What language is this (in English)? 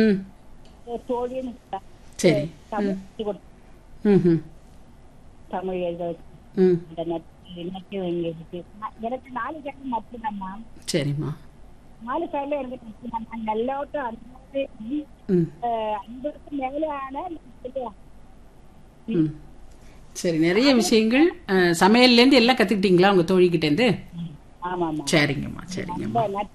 Tamil